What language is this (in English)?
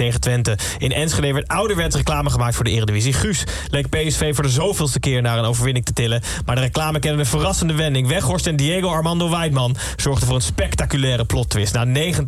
Dutch